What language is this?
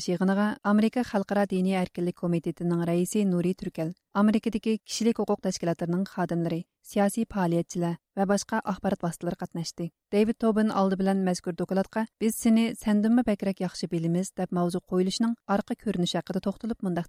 Uyghur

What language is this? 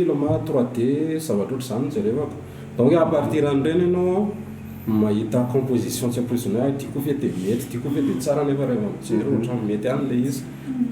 Malagasy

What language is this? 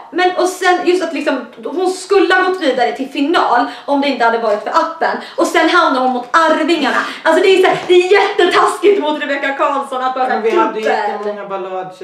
Swedish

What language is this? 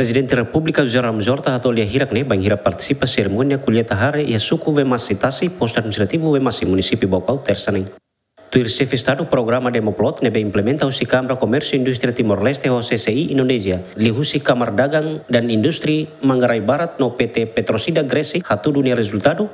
Tetum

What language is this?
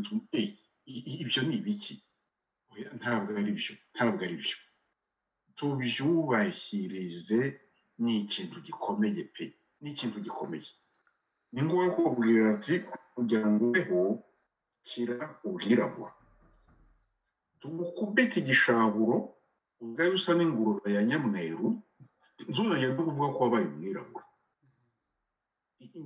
Kinyarwanda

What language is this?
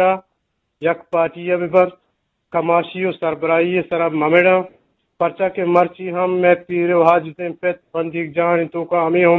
Eastern Balochi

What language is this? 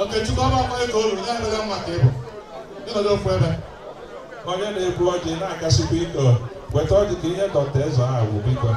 Igbo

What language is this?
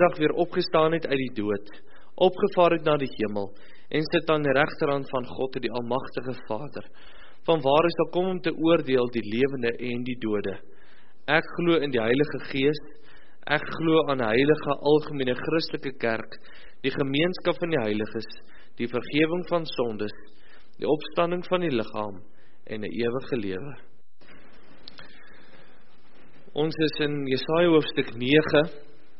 Afrikaans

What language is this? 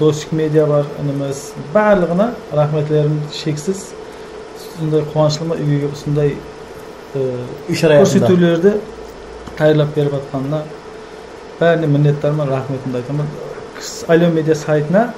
Kara-Kalpak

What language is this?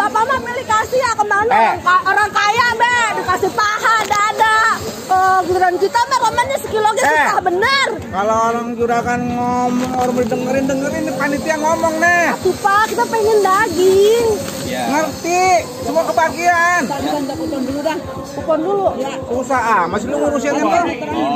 Betawi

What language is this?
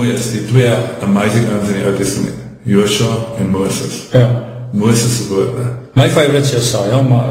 Afrikaans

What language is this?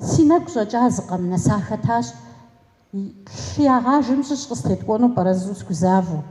Kabardian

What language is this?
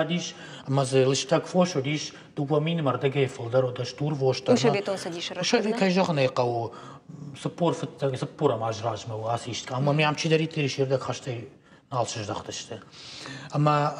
Ossetic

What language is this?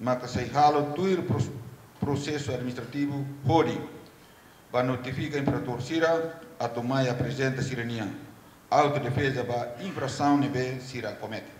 Tetum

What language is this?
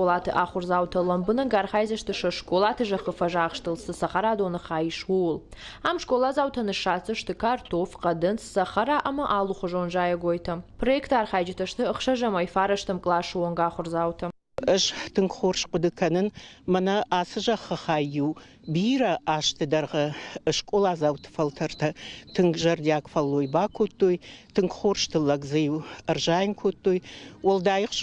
Ossetic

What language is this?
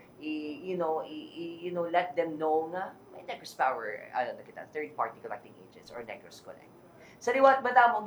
Hiligaynon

